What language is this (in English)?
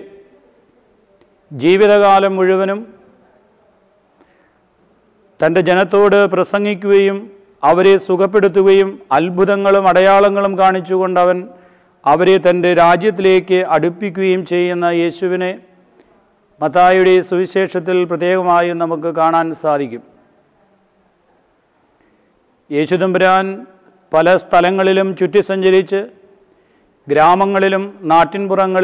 Malayalam